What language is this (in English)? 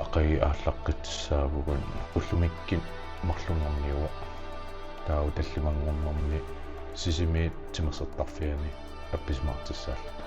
Kalaallisut